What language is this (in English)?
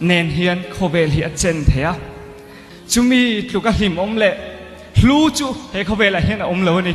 Mizo